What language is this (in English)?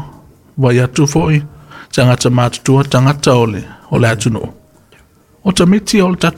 Samoan